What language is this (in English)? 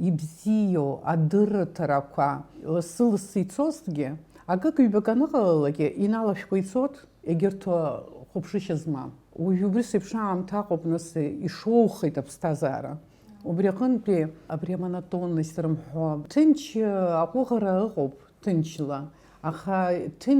Abkhazian